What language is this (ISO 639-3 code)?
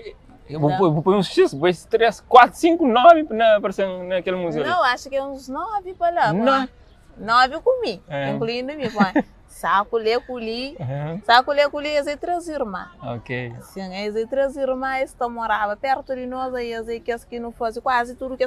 kea